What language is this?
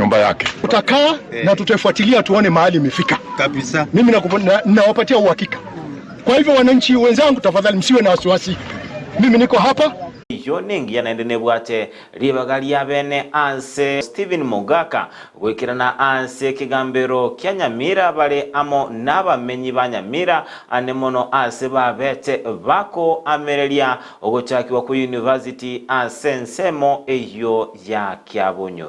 Gusii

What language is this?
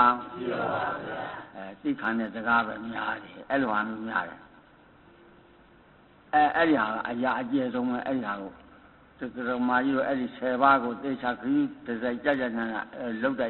Burmese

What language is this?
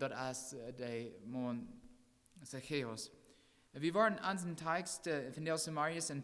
Plautdietsch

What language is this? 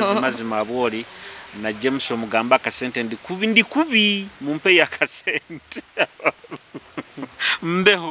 Nyoro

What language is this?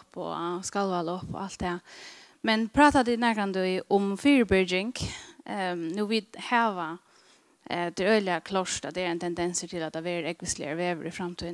Faroese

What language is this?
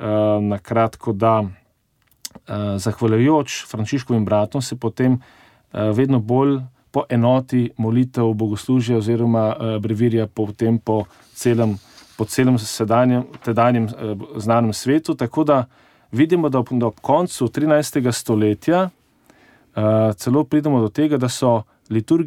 Slovenian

